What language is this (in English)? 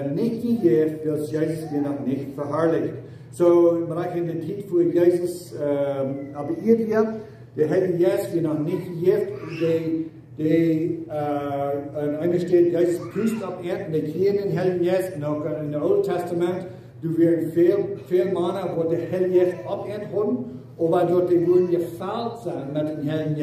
Plautdietsch